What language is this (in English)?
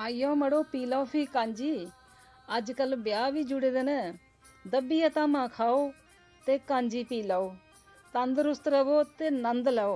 Dogri